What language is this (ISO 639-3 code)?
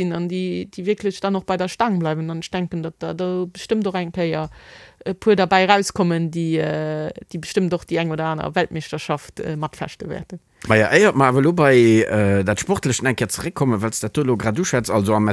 ltz